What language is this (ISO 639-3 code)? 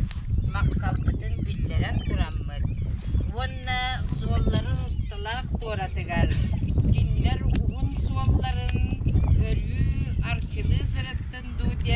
sah